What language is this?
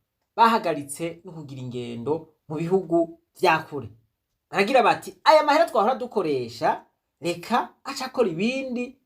Rundi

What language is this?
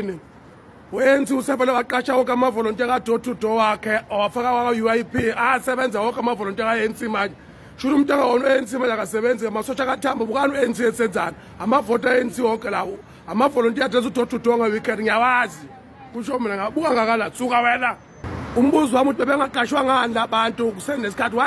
Zulu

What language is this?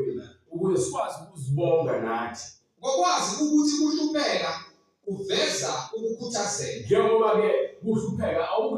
Zulu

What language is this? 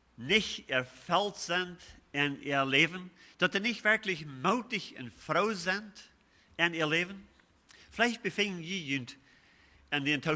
Plautdietsch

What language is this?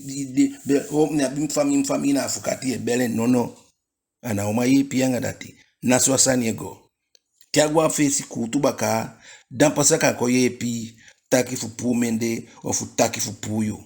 Eastern Maroon Creole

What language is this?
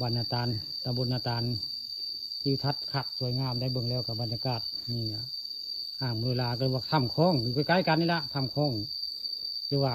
Northeastern Thai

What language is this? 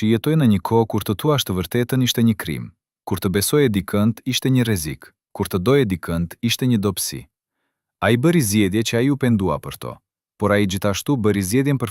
Albanian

